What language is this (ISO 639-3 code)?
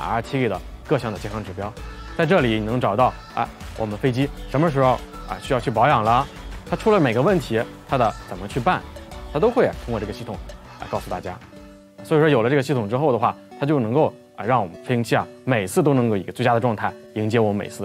zho